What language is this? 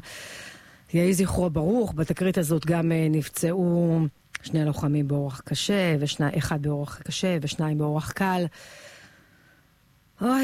Hebrew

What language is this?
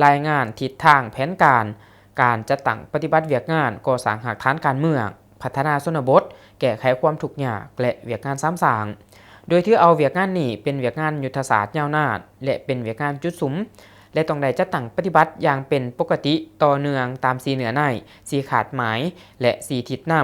Lao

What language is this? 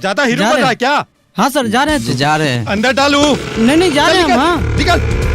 Magahi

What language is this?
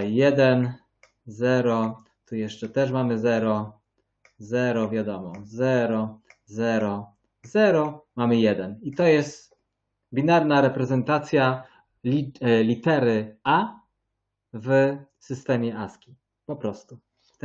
Polish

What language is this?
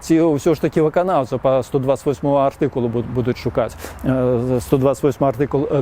Belarusian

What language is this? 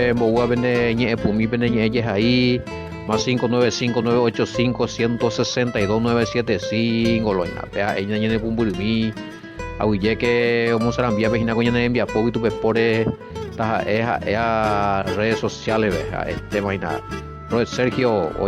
Guarani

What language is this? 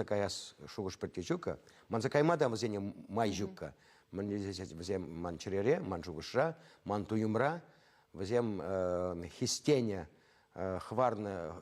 Chuvash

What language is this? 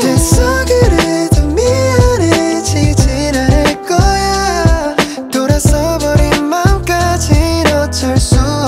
Korean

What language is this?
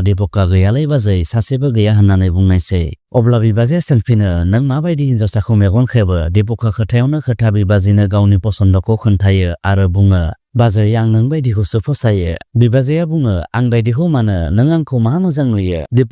Bodo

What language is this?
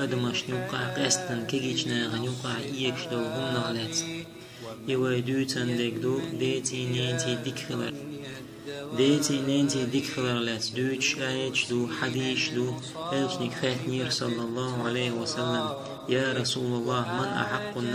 Chechen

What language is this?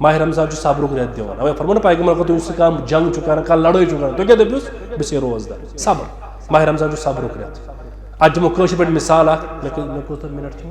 Kashmiri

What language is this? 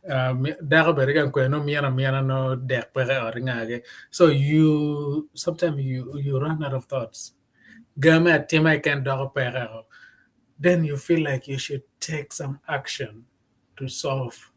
Acoli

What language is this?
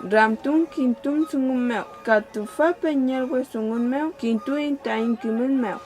Mapuche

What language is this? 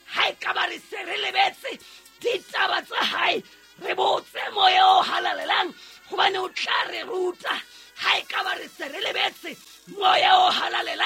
Southern Sotho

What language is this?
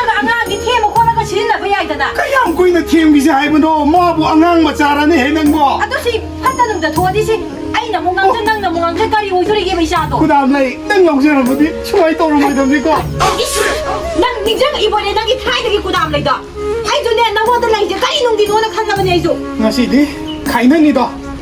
Manipuri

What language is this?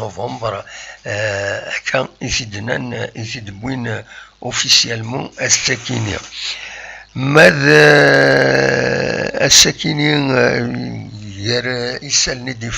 Kabyle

